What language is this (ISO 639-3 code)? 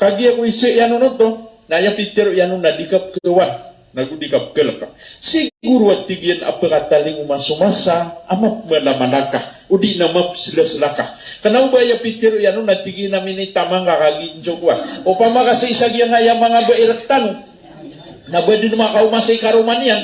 mrw